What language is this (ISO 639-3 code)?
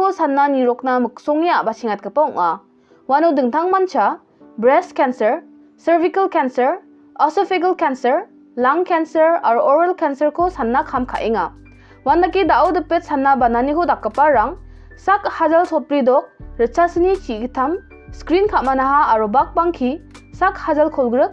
grt